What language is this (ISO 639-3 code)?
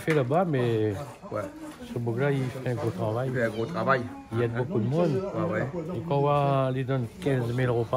rcf